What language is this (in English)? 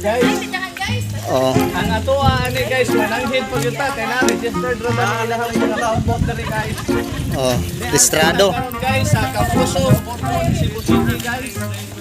Cebuano